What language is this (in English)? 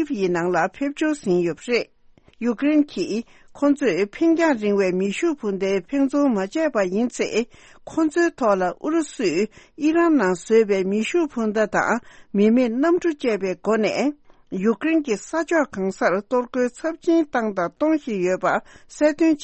Tibetan